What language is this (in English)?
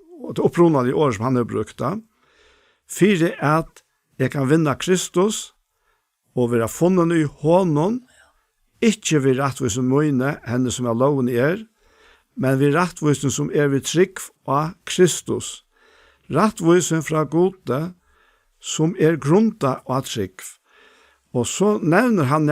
Faroese